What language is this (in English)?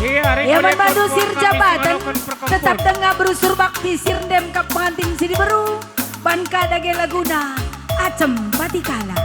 Batak Karo